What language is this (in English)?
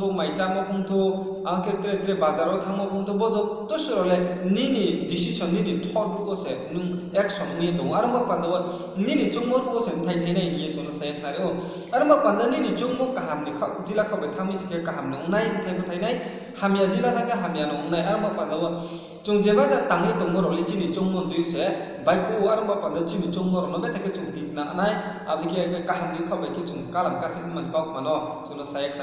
Riang (India)